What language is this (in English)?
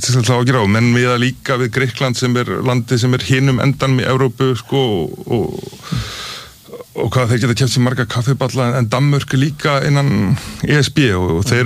Icelandic